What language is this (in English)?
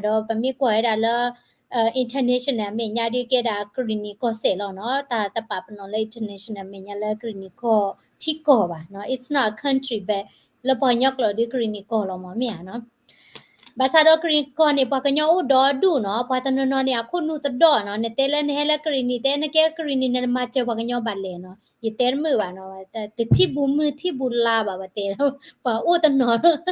S'gaw Karen